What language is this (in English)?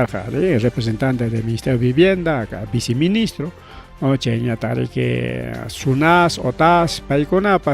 Ayacucho Quechua